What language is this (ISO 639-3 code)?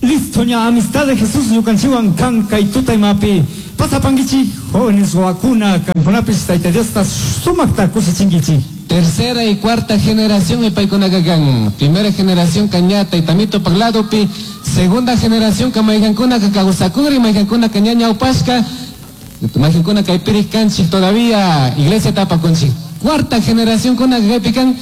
qug